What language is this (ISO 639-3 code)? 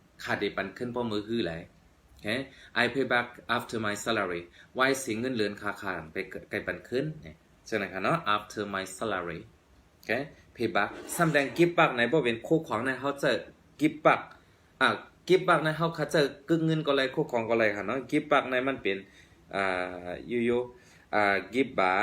shn